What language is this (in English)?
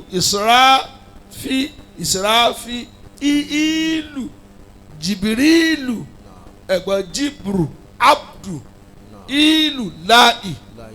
Yoruba